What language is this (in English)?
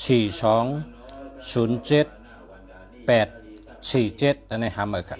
Shan